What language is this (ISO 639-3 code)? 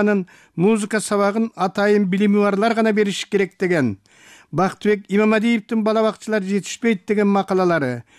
kir